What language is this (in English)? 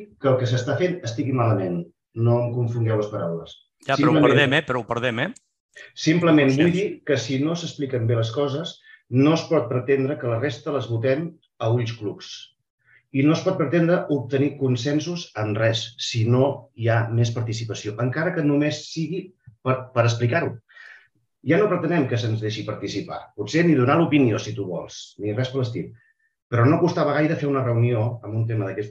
Catalan